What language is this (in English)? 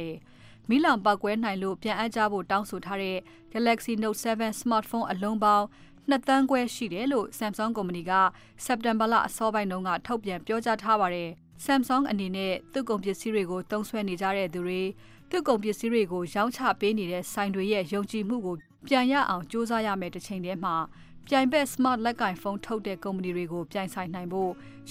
Burmese